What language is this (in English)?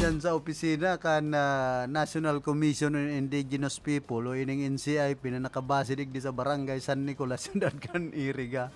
Bikol